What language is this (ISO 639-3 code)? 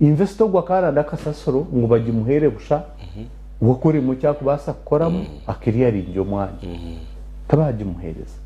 nyn